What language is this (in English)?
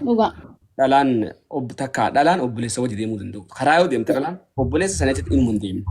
Oromo